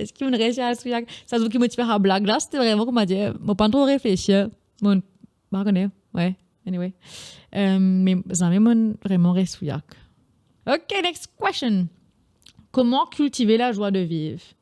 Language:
Morisyen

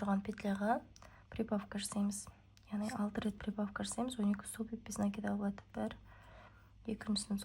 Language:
Kazakh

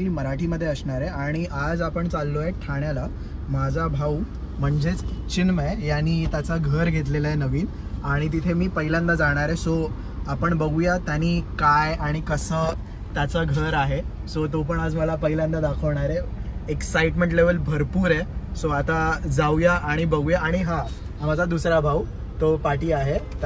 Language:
Marathi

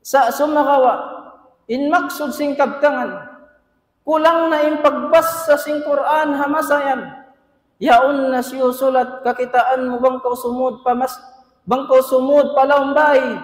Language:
Tausug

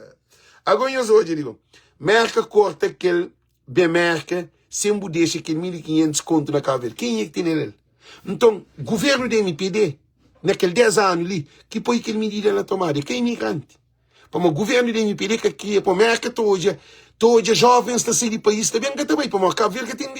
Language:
Kabuverdianu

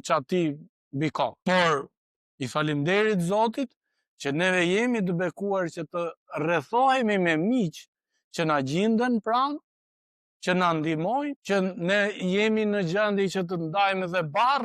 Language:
Albanian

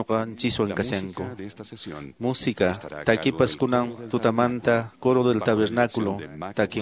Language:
Quechua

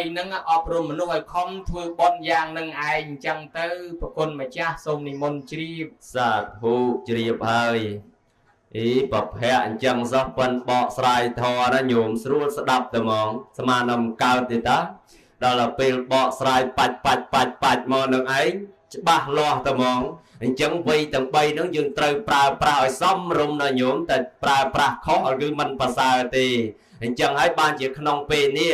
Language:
Khmer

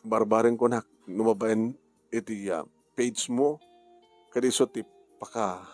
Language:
Iloko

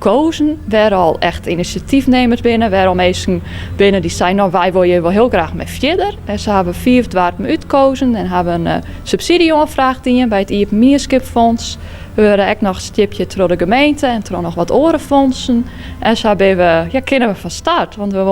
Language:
Western Frisian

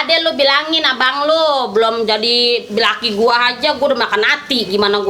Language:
Betawi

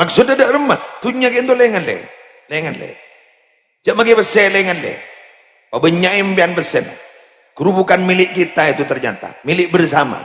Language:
Madurese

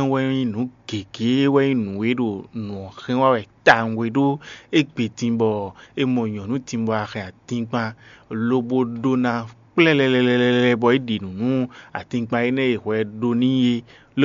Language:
Fon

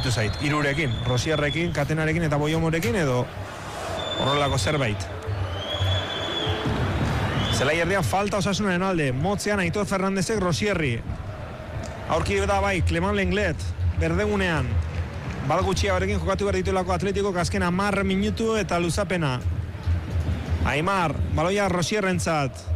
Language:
Basque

